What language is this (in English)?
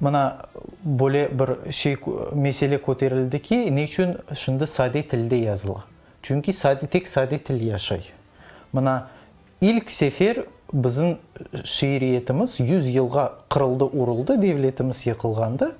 Crimean Tatar